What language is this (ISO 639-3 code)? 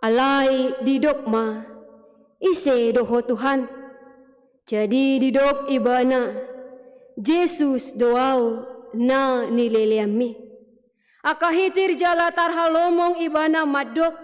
bbc